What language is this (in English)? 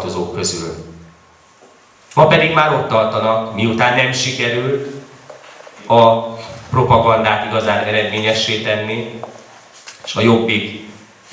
Hungarian